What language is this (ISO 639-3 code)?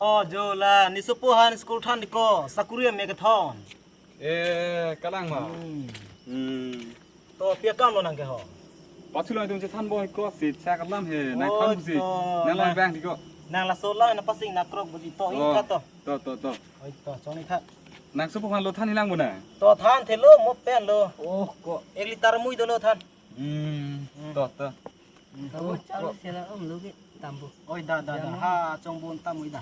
mjw